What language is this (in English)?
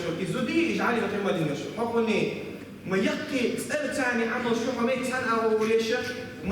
Chechen